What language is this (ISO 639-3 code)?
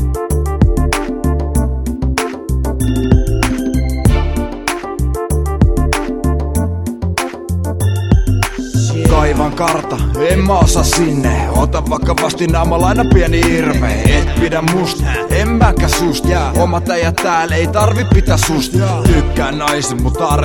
fin